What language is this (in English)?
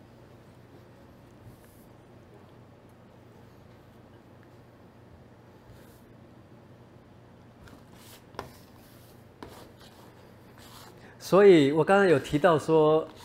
Chinese